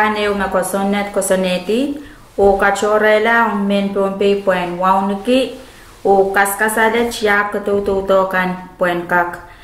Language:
Pohnpeian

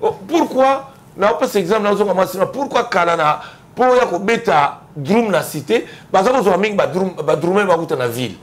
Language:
Lingala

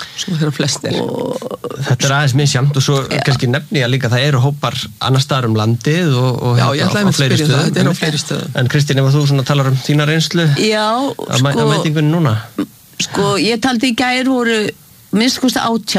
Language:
Icelandic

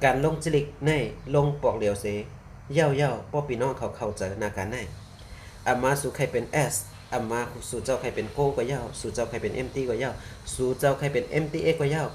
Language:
Shan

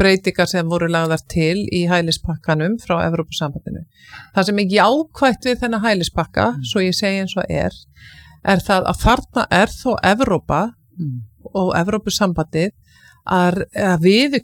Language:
Icelandic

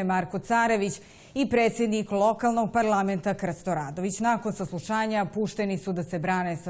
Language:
Serbian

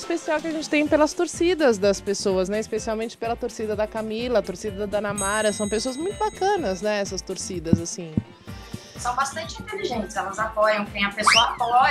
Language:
Portuguese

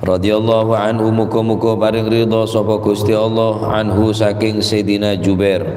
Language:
Madurese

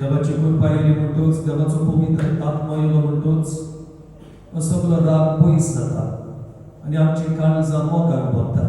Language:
Konkani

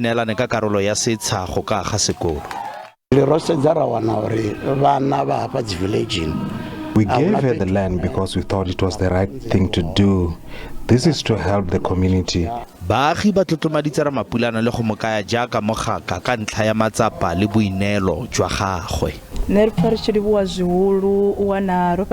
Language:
Northern Sotho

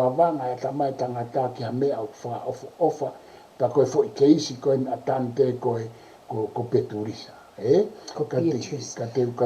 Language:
Tongan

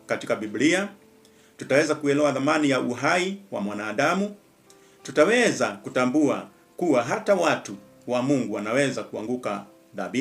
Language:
Swahili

